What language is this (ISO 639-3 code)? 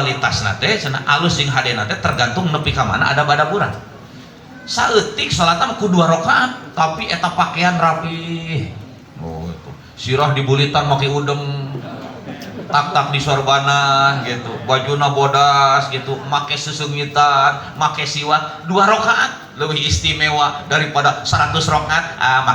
sun